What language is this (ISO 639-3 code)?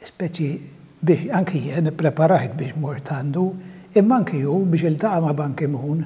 mlt